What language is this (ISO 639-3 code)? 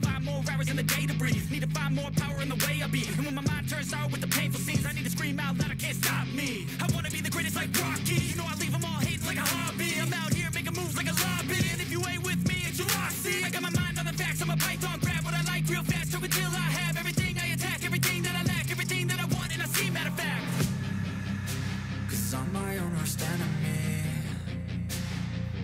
eng